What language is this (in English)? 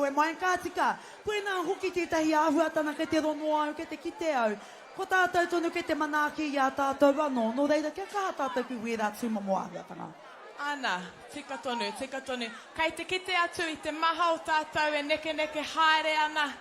Māori